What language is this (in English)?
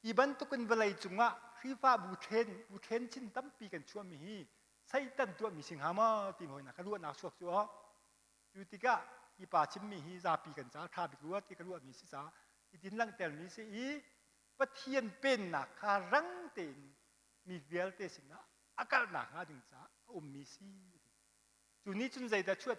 Hakha Chin